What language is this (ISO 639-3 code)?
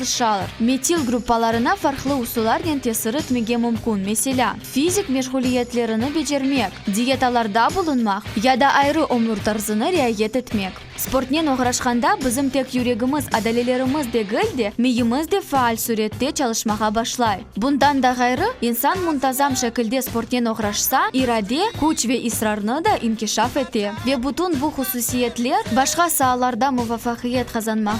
crh